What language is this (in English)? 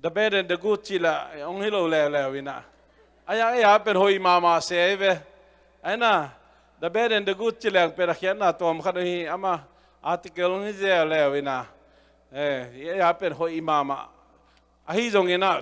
Tedim Chin